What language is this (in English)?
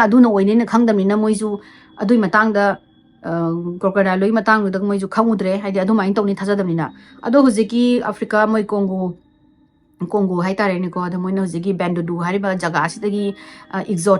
Manipuri